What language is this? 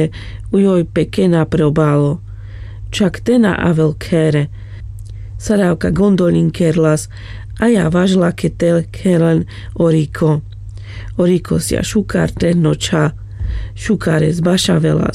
Carpathian Romani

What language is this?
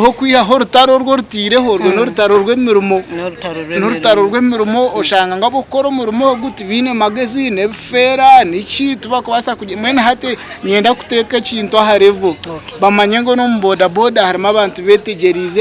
Nyankole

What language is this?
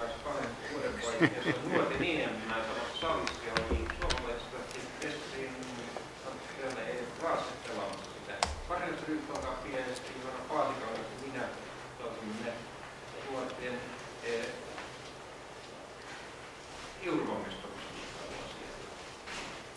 Finnish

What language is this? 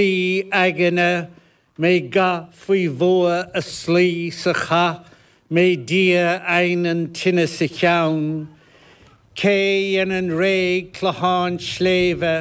Irish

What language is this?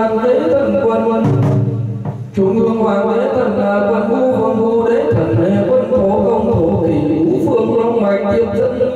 Vietnamese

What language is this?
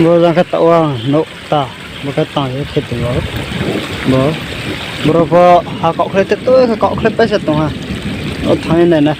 Riang (India)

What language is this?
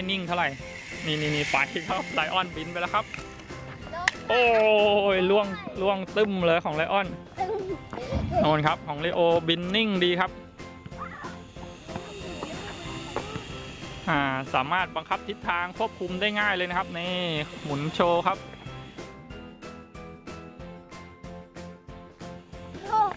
Thai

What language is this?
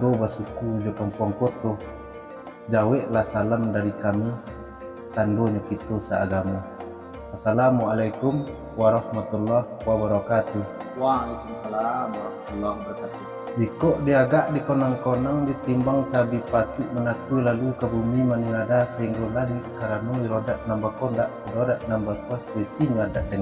Minangkabau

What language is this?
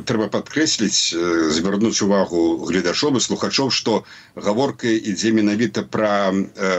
Belarusian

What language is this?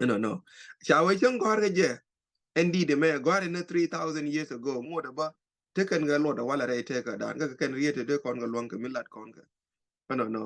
Nuer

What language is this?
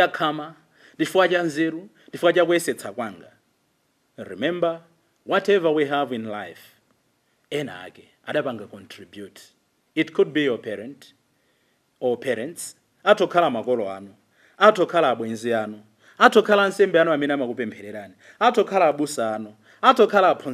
Nyanja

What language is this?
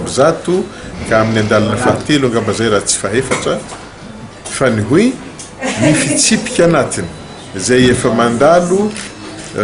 Malagasy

